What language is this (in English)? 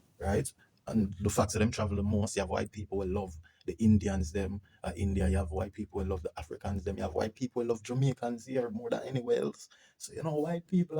Jamaican Creole English